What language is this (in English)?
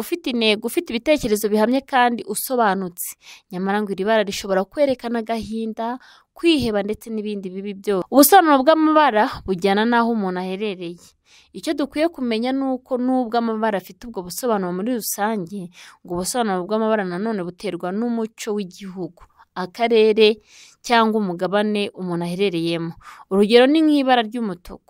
Kinyarwanda